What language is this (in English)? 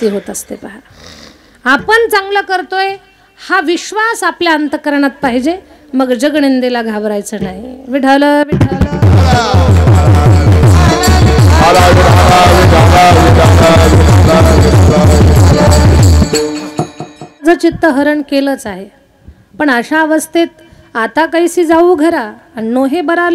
Marathi